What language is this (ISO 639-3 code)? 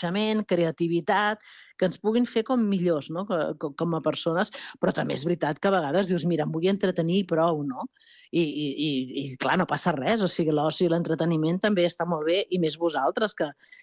cat